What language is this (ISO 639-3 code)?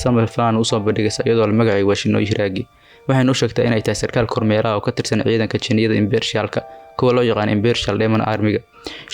som